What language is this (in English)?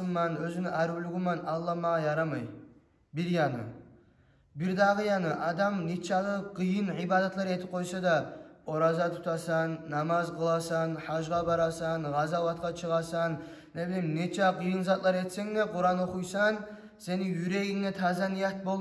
Kumyk